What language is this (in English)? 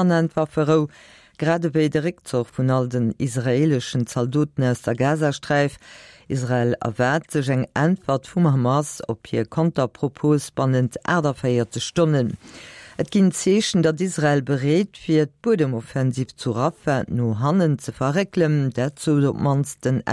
Luxembourgish